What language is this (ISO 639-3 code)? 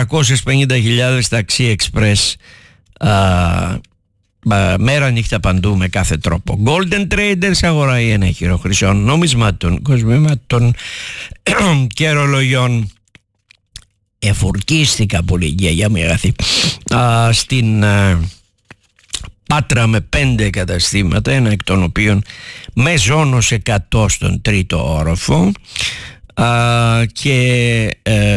ell